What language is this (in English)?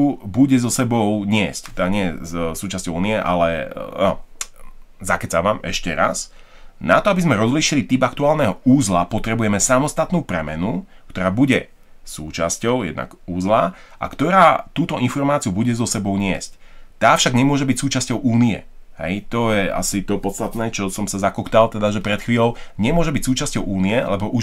Slovak